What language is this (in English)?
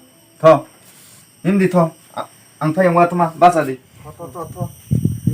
Kok Borok